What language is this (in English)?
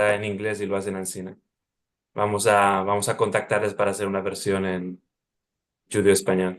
Ladino